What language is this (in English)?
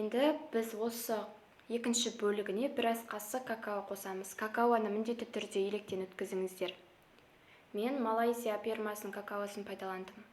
Kazakh